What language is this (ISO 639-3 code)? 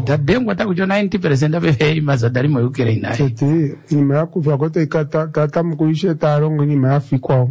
swa